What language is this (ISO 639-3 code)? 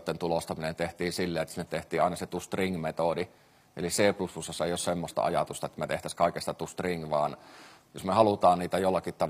fin